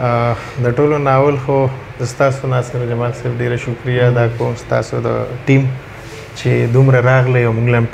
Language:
Pashto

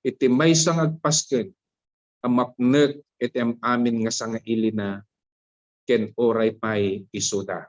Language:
Iloko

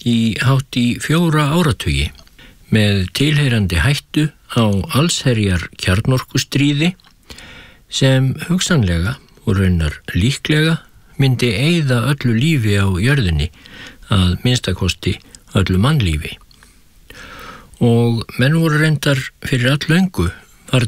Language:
Icelandic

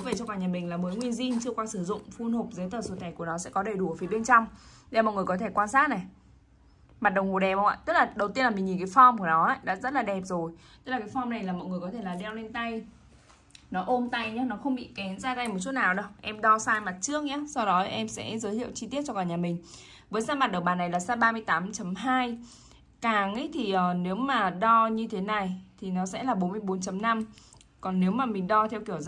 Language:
Vietnamese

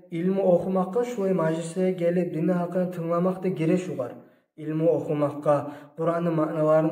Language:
Kumyk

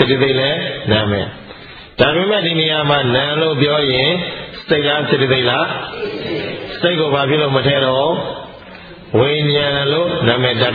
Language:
Burmese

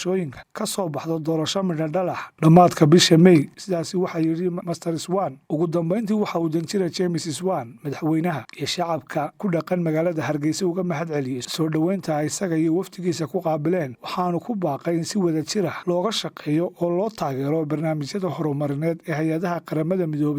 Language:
Somali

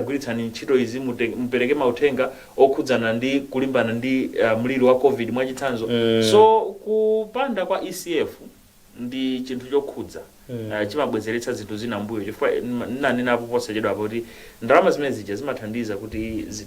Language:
Nyanja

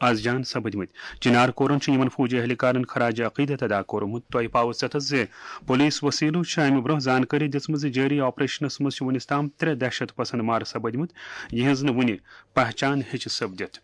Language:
Kashmiri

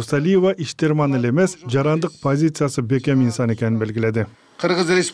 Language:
Kyrgyz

